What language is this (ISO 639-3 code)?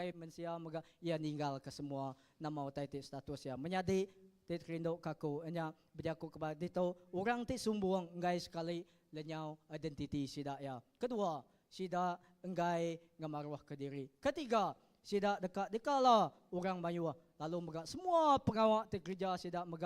iba